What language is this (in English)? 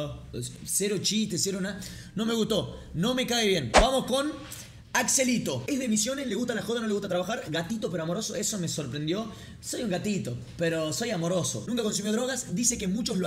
Spanish